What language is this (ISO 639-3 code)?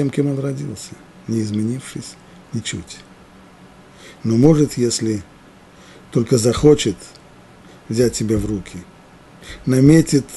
rus